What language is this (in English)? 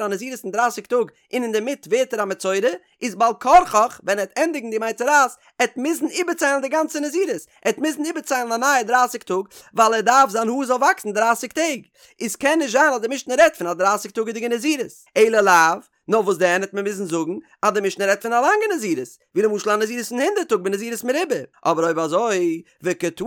Yiddish